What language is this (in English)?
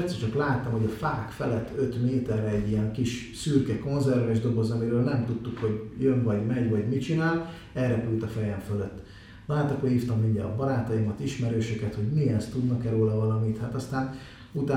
Hungarian